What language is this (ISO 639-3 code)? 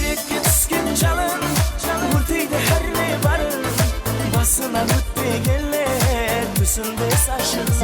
kaa